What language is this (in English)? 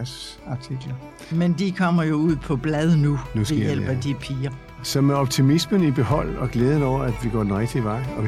Danish